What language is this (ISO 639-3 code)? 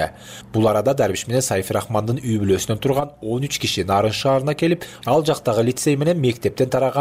kir